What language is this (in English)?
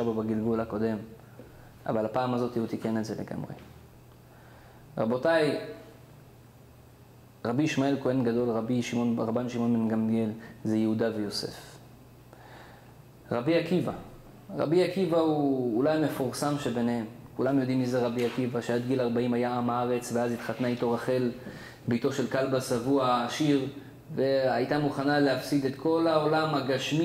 Hebrew